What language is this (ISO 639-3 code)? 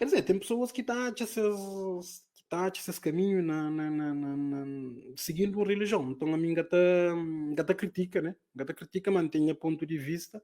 kea